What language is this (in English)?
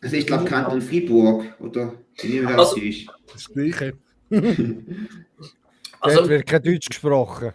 Swiss German